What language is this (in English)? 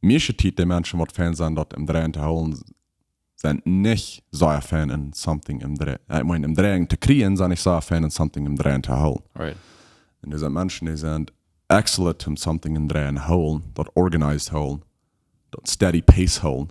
Plautdietsch